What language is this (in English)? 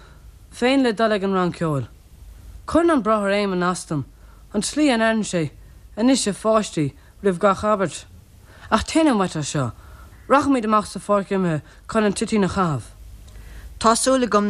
Irish